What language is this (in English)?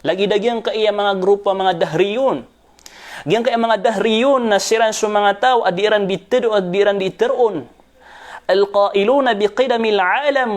Maranao